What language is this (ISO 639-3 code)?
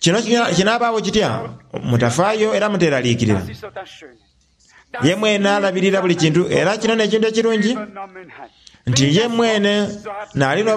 xog